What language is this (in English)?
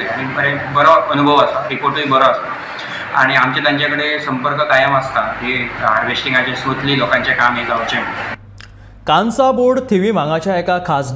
Konkani